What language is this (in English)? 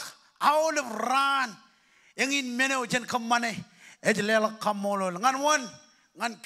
Marshallese